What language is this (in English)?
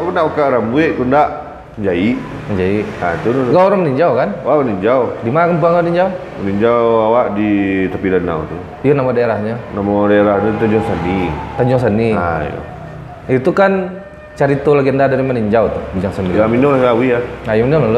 Minangkabau